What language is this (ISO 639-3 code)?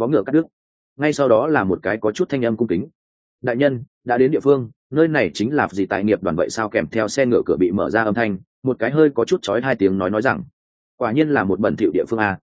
vie